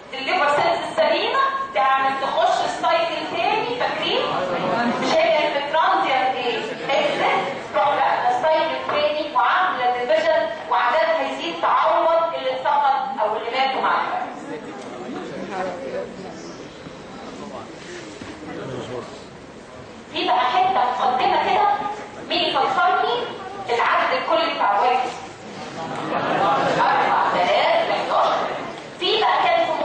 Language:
Egyptian Arabic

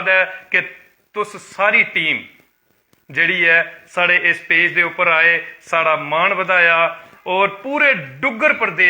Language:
Dogri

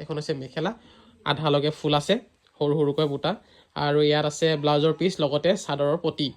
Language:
Assamese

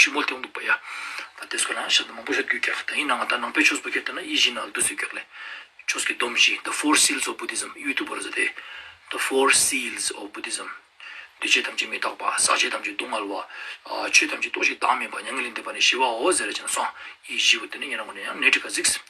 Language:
Ladakhi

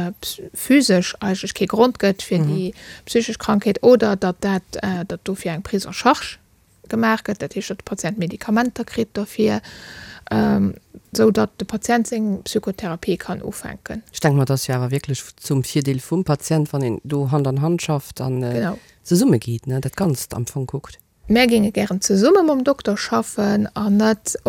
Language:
Luxembourgish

